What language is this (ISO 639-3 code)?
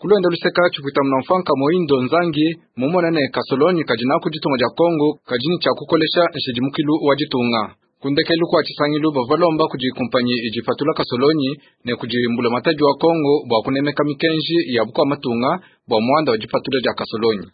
lua